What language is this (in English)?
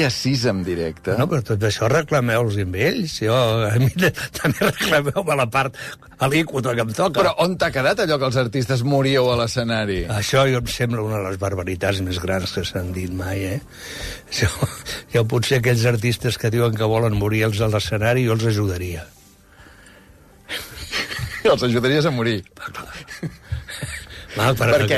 Catalan